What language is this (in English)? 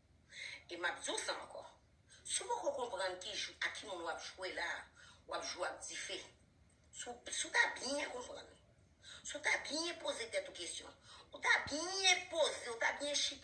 Haitian Creole